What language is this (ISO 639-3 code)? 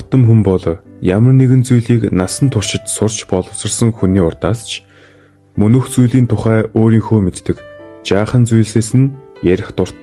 mon